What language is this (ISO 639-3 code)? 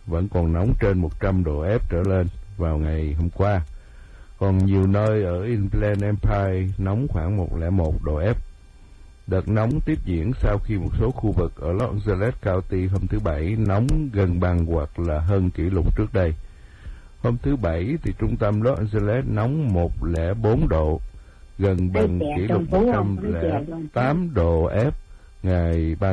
vie